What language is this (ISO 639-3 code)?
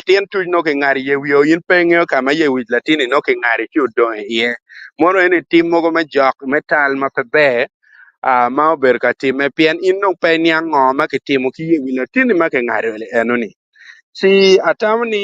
ach